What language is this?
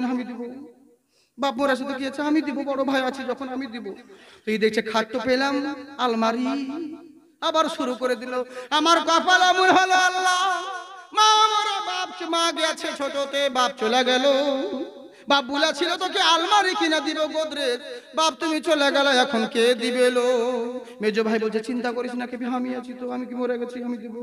Bangla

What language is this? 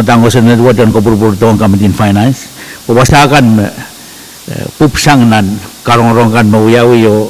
Pohnpeian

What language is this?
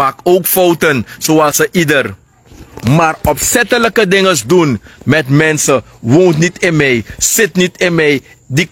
Sranan Tongo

